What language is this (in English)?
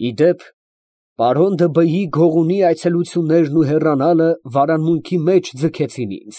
Armenian